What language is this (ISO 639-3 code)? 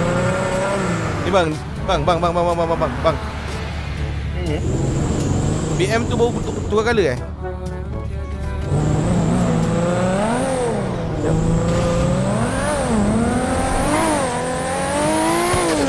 msa